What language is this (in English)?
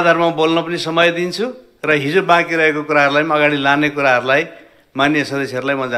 Nepali